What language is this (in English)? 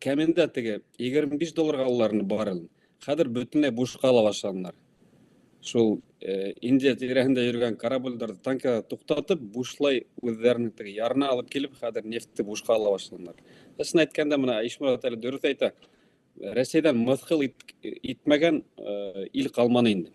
Bashkir